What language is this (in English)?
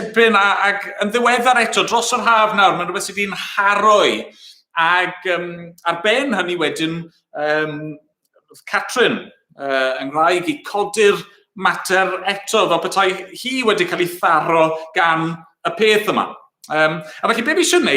Welsh